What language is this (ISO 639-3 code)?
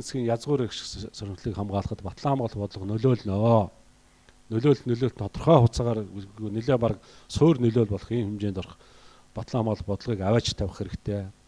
mon